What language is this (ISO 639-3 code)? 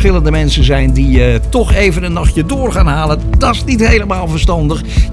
nld